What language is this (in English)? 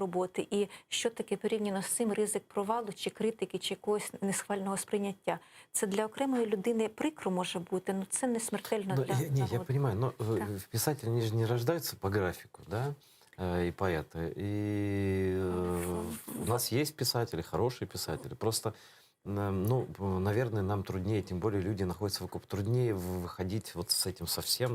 Crimean Tatar